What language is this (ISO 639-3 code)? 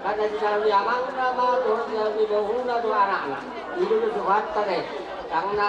bbc